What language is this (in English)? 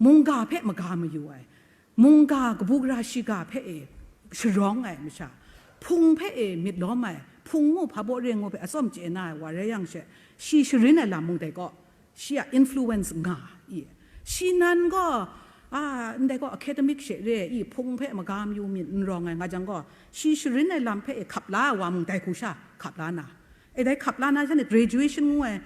Kachin